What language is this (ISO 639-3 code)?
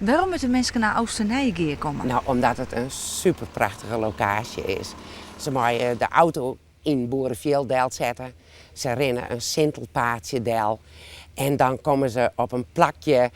fry